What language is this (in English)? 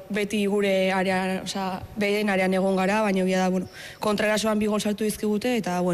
Basque